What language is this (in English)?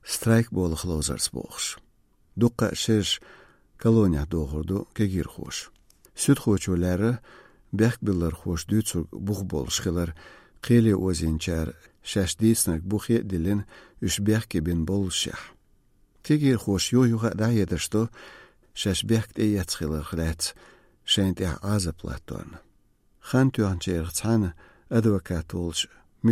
Azerbaijani